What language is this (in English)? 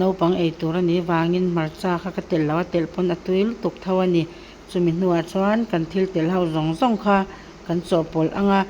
Mizo